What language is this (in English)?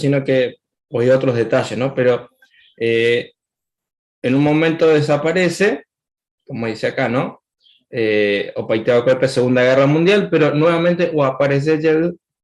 Guarani